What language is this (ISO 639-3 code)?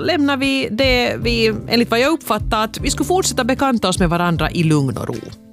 swe